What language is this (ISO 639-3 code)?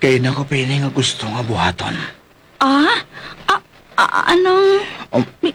hil